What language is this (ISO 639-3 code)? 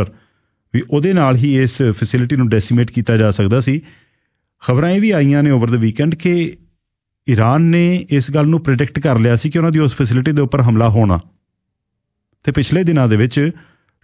pan